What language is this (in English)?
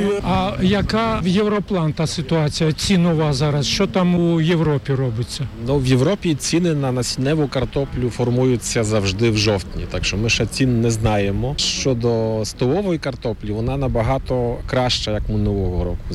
Ukrainian